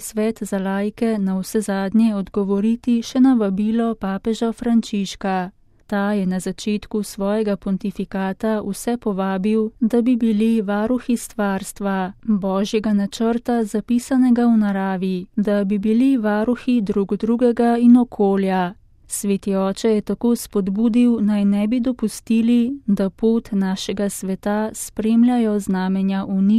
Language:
Slovenian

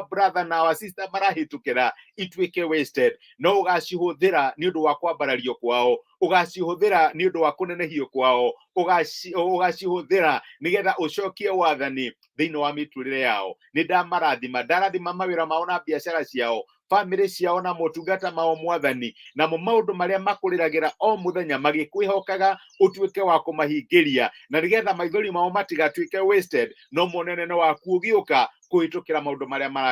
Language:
Kikuyu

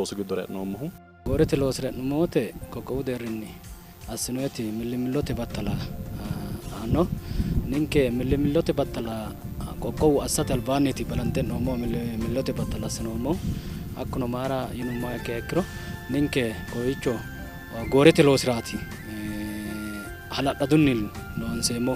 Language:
Sidamo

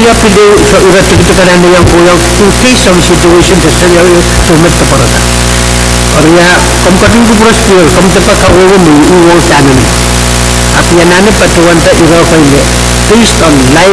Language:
Pohnpeian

